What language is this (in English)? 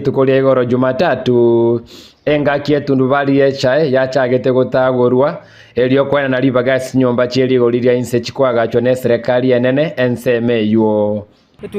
Gusii